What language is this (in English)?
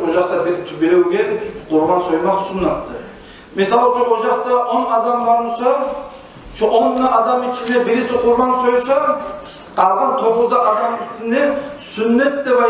Kumyk